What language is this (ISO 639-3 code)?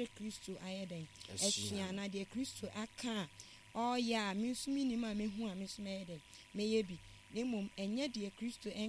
aka